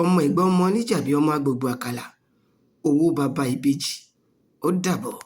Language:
Yoruba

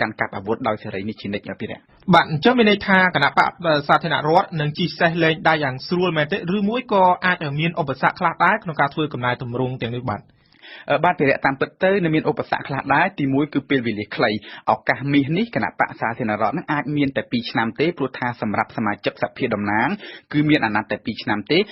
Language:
Khmer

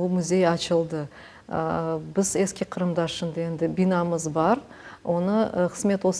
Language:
Crimean Tatar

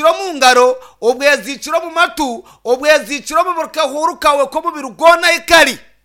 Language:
Nyankole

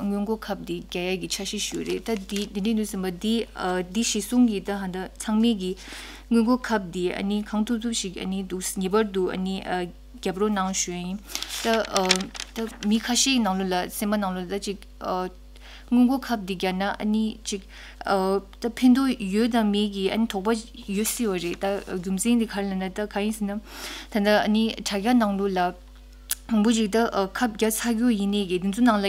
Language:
Tibetan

